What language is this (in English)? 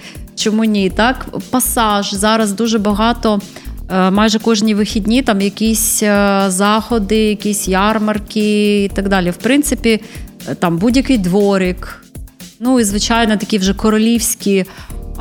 Ukrainian